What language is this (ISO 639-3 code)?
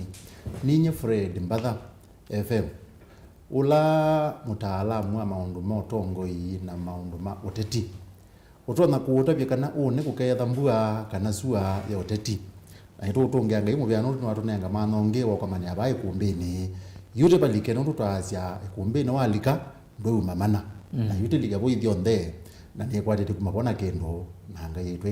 kam